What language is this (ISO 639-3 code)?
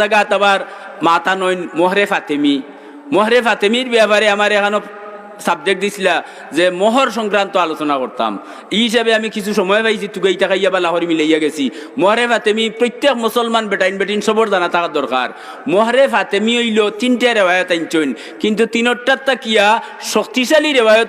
syl